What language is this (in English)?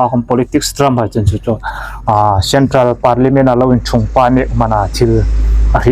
Hmar